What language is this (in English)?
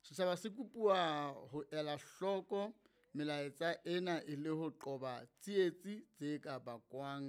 Southern Sotho